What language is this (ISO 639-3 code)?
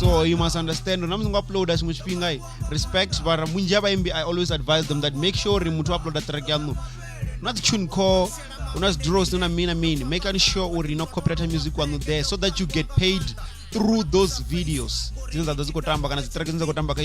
ven